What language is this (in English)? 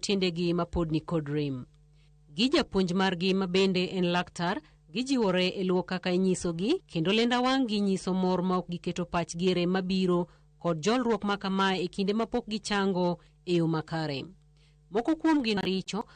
Luo (Kenya and Tanzania)